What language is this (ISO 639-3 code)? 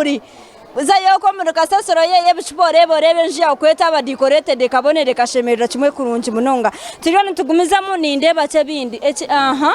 nyn